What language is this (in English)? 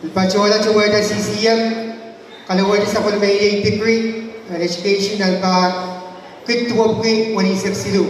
Pohnpeian